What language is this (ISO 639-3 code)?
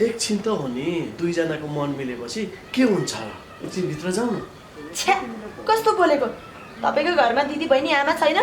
nep